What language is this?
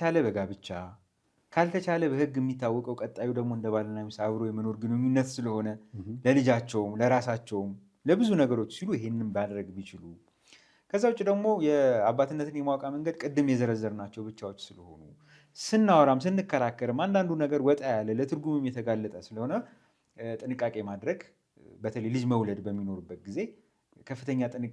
Amharic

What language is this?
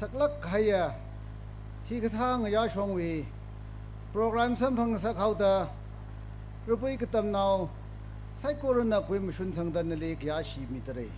Tangkhul Naga (India)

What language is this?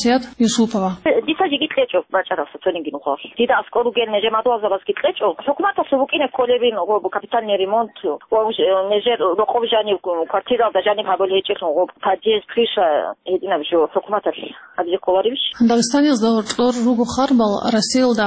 Avaric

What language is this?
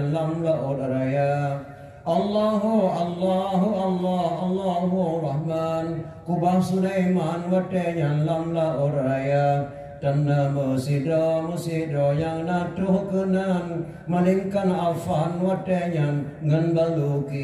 Achinese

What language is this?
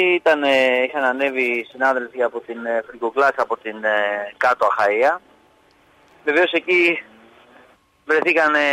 Greek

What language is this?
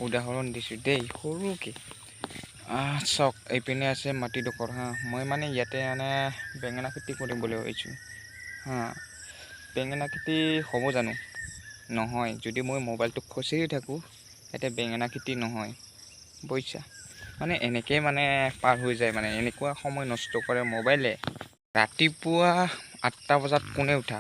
Assamese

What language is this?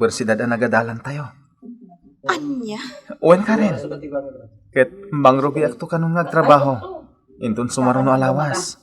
Iloko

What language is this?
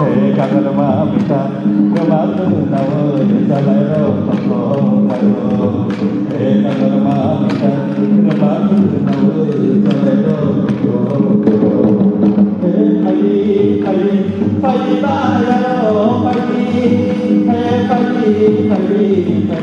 Kok Borok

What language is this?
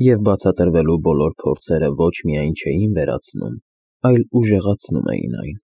Armenian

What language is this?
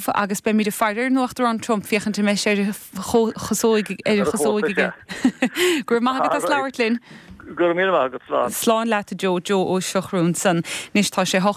Irish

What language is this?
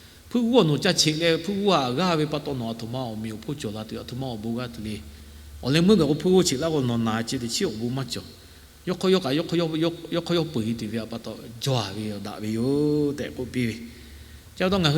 Lahu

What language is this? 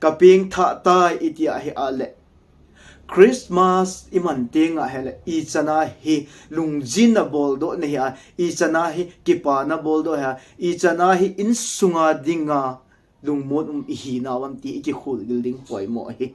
Thado Chin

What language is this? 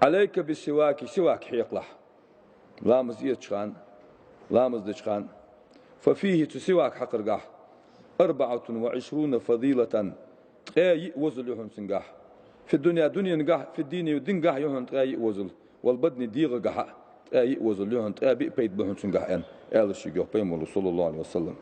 Ingush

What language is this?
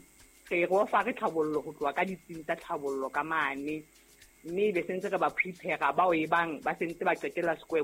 Southern Sotho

